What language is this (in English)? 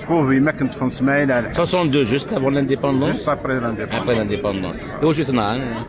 Kabyle